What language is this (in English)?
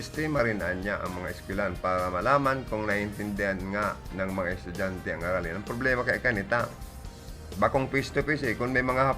Bikol